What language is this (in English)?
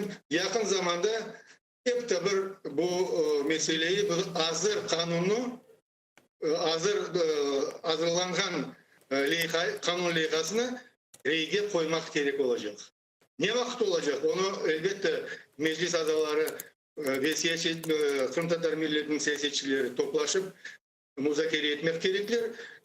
Crimean Tatar